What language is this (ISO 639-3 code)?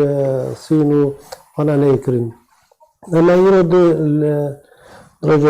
kur